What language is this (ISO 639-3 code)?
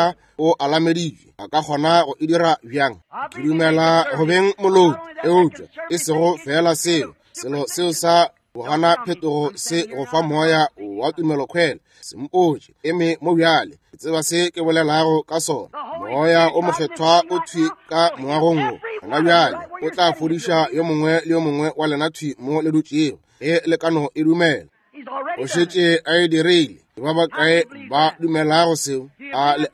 nso